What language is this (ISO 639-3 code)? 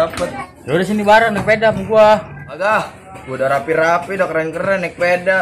bew